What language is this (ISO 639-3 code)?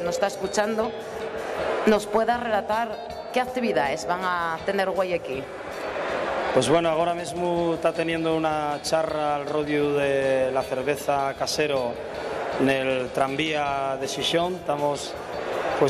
ast